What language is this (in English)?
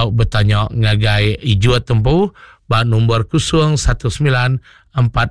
Iban